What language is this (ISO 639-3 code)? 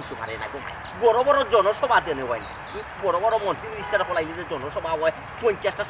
syl